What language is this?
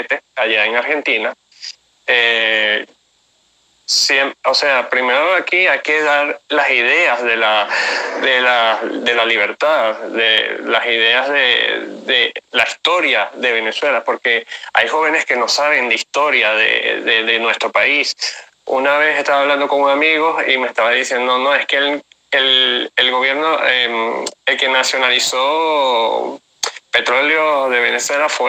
Spanish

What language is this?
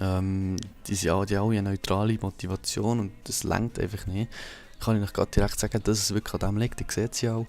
Swiss German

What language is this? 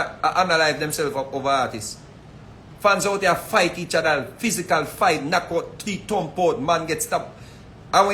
Jamaican Creole English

